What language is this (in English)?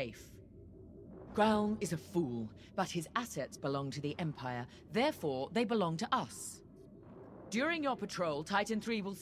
English